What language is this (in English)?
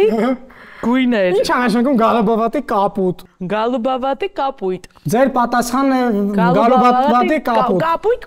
Armenian